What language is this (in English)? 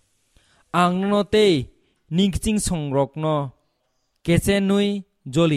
Kok Borok